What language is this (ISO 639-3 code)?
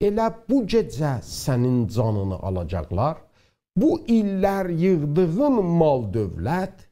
azb